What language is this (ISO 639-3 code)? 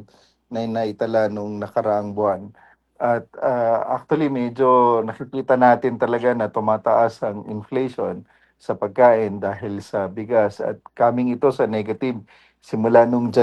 fil